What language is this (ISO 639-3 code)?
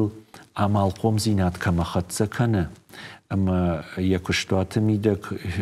oss